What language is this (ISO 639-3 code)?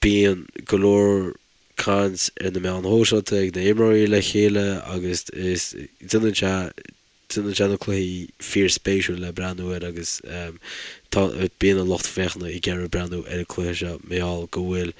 gle